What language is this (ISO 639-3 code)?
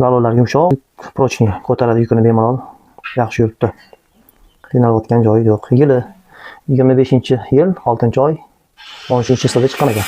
uzb